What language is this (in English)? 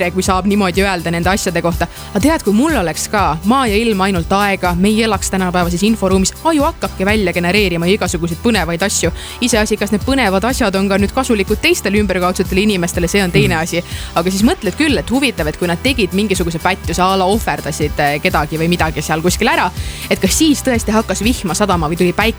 Estonian